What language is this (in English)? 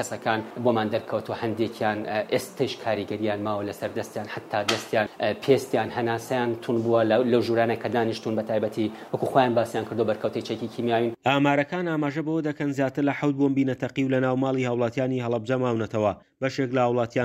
Central Kurdish